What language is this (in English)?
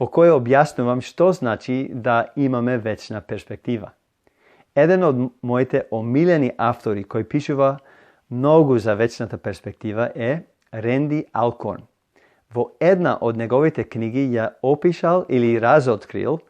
Macedonian